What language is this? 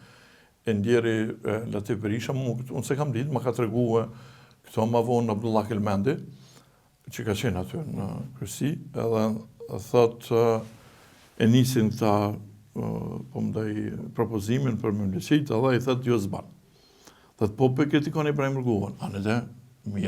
Albanian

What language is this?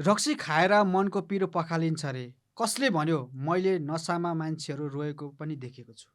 Nepali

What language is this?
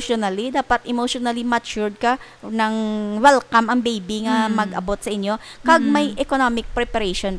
Hiligaynon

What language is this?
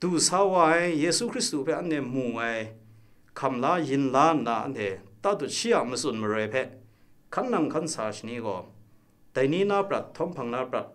Kachin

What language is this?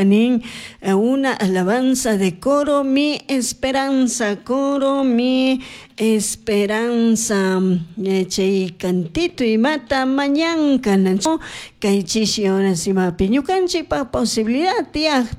Chimborazo Highland Quichua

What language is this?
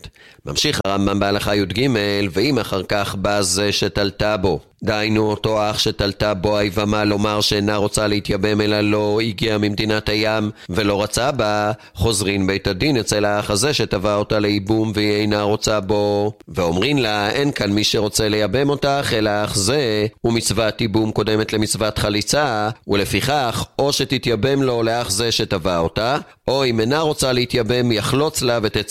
Hebrew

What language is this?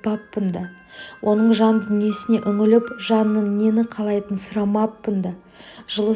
Kazakh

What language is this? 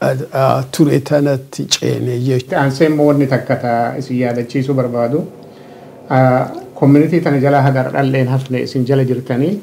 Oromo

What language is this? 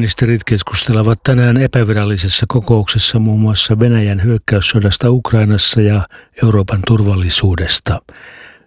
Finnish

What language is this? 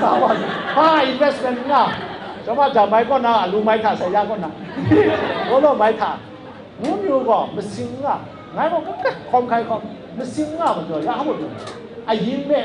Kachin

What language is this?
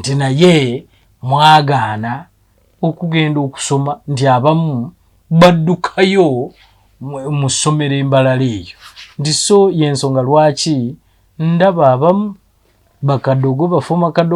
Ganda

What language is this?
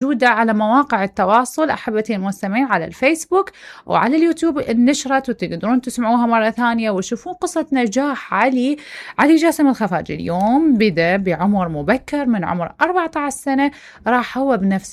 Mesopotamian Arabic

